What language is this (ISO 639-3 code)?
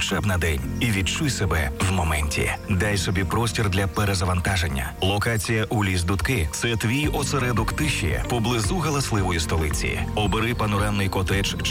ukr